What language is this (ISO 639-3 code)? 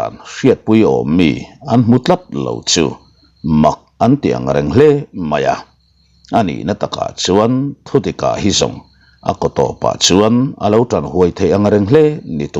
lus